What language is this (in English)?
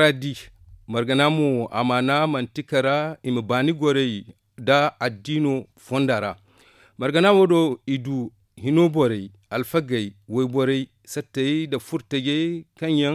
Zarma